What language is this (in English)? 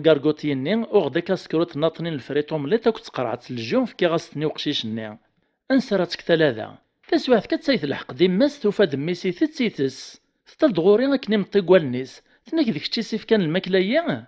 Kabyle